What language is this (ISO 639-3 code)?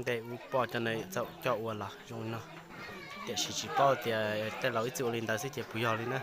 hmn